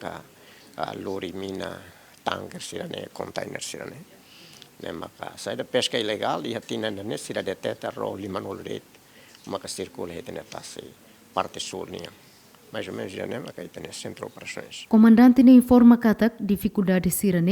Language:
Tetum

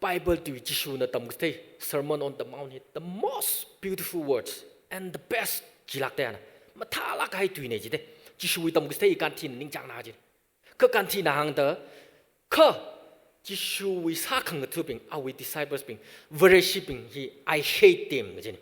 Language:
Tangkhul Naga (India)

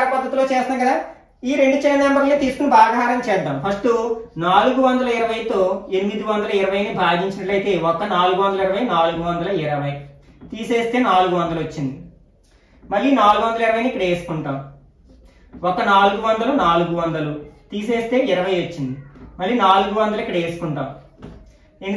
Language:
Telugu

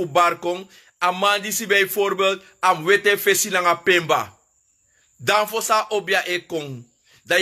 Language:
Sranan Tongo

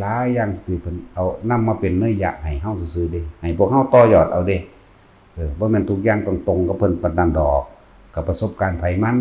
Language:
Lao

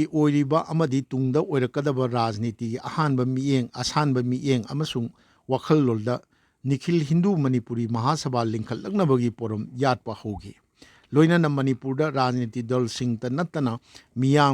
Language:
Manipuri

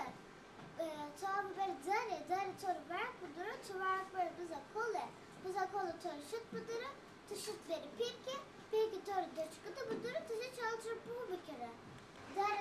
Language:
Zaza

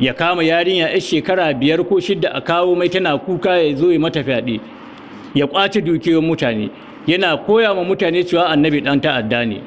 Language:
Hausa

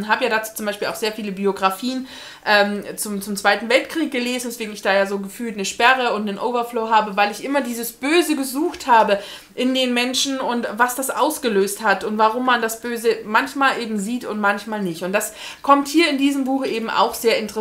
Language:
German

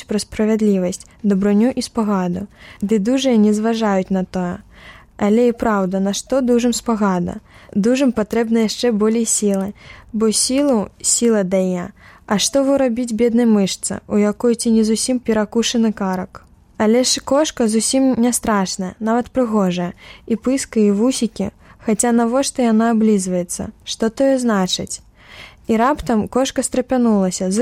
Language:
Belarusian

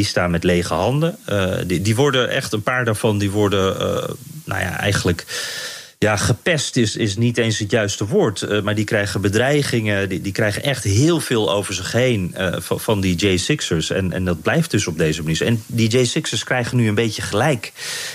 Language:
Dutch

